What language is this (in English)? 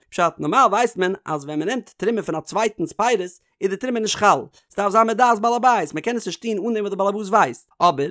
Yiddish